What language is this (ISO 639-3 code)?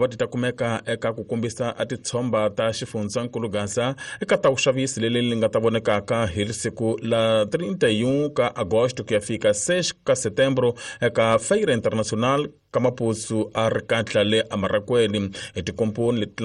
tso